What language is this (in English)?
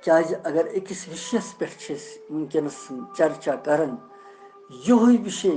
Kashmiri